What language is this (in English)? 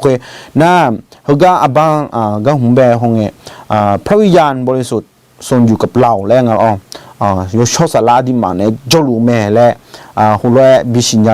Akha